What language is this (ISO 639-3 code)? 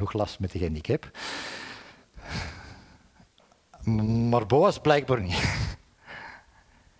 nld